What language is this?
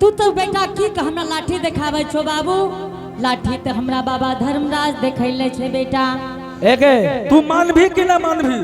Angika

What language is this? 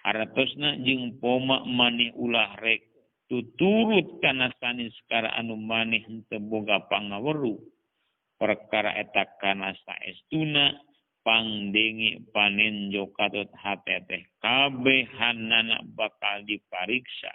Sundanese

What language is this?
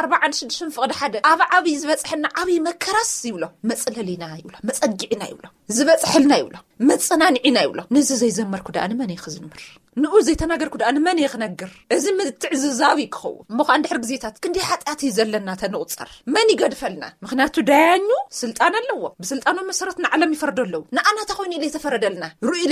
Tigrinya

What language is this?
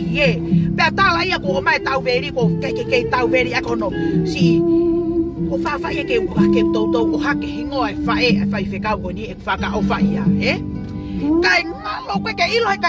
Tongan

